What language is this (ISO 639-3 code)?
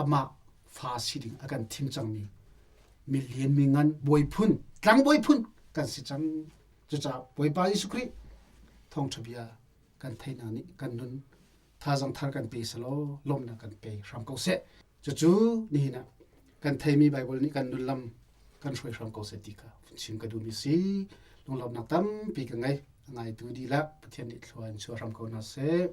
cnh